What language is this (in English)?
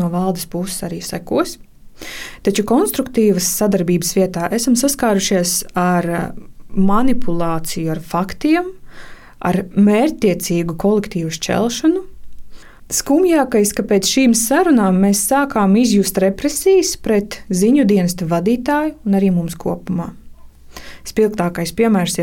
Latvian